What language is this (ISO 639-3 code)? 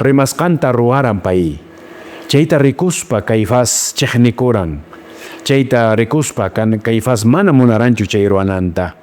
que